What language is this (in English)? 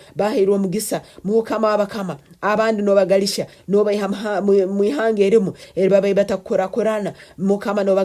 Nyankole